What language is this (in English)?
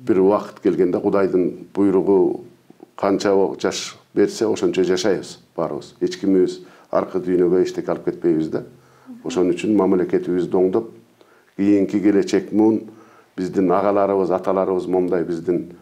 Kyrgyz